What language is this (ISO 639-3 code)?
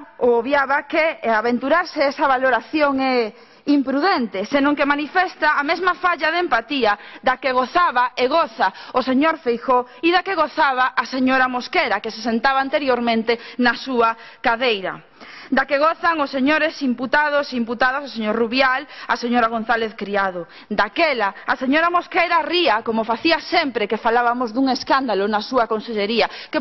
glg